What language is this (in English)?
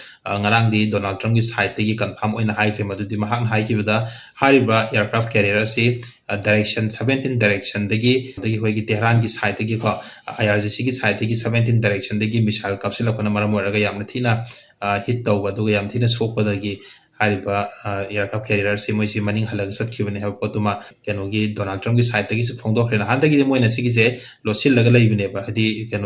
Manipuri